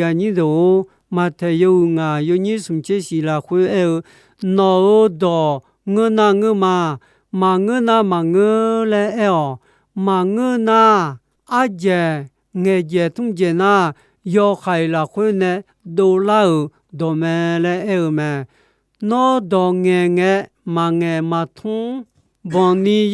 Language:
Akha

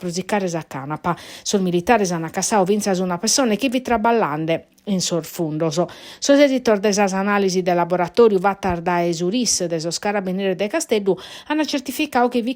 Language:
Sardinian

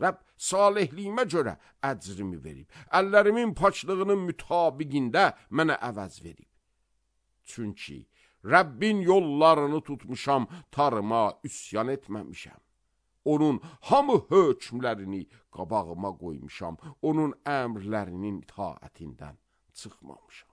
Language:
Azerbaijani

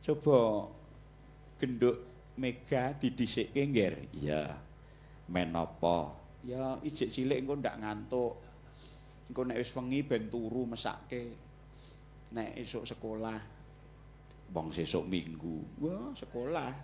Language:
Javanese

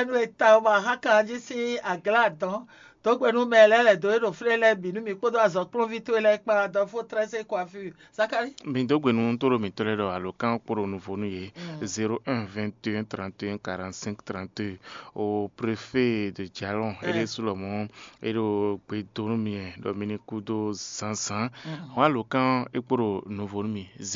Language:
Fon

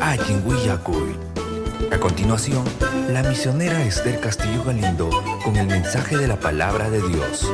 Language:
Ayacucho Quechua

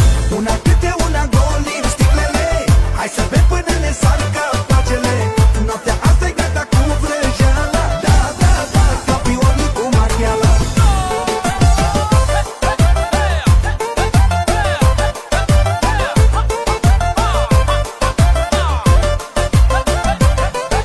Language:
Romanian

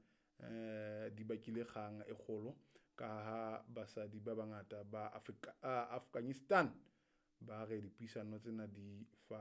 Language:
Southern Sotho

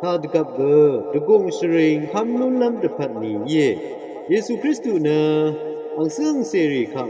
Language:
Rawang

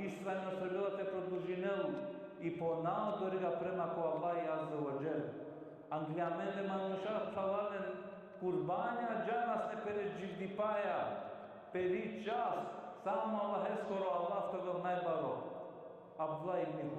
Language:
Balkan Romani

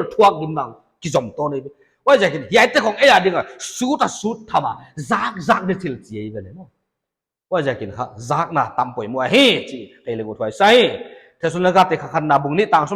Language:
Paite Chin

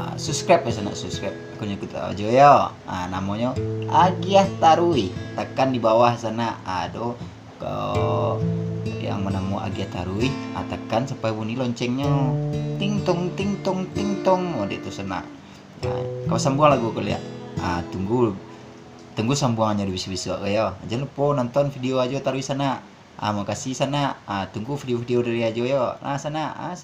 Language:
Minangkabau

